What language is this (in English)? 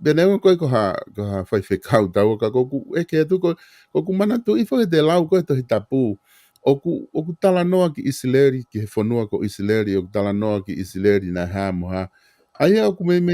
Tongan